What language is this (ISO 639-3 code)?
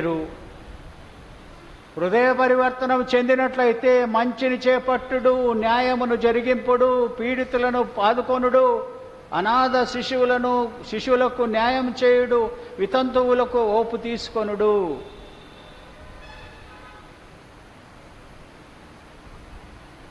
tel